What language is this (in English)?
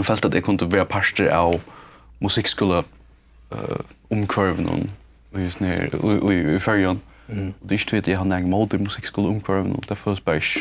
Faroese